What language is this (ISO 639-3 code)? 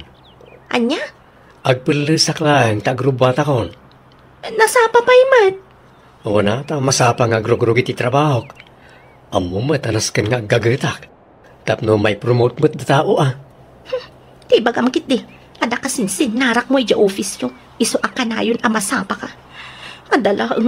ilo